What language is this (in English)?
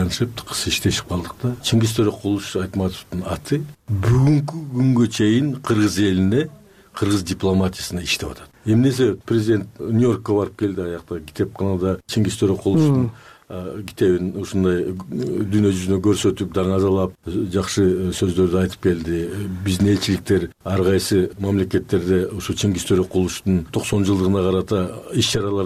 Kyrgyz